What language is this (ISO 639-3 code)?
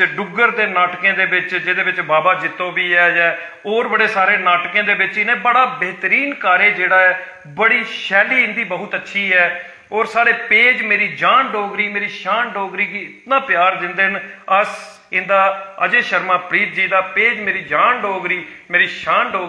doi